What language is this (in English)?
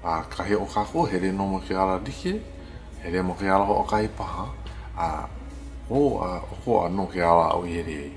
Hawaiian